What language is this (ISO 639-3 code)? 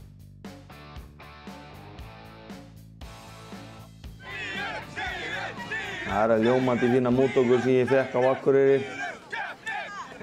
isl